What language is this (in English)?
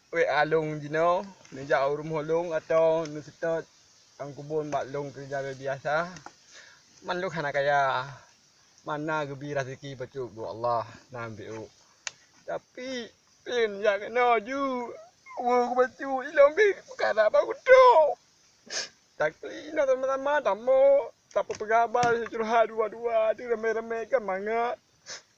Achinese